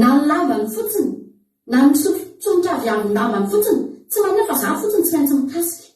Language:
Malagasy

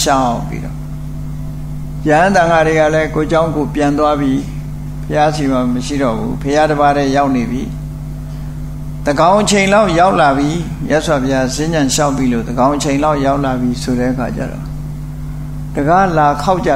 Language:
Burmese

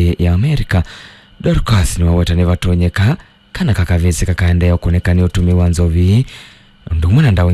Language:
Kamba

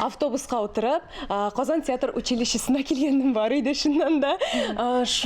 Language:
Tatar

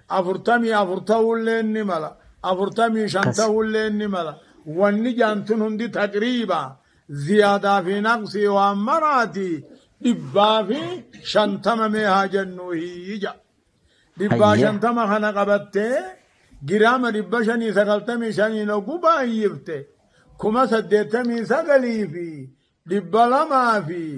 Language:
Oromo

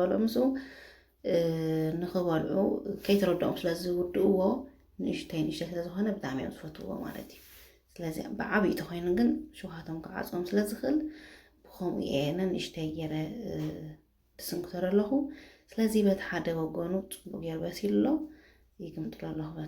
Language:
Tigrinya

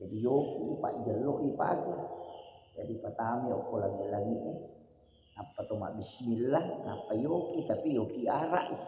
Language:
Buginese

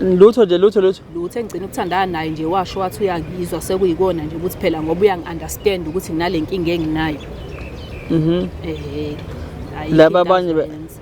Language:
Zulu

